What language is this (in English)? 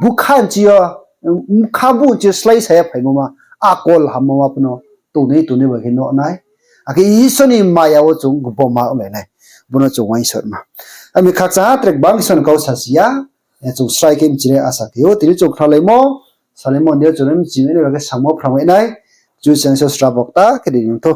Riang (India)